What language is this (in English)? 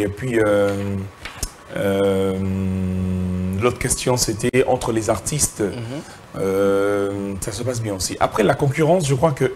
French